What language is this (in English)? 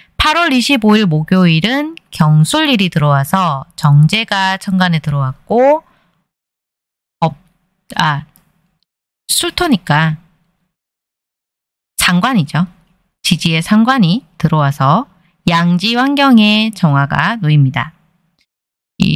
Korean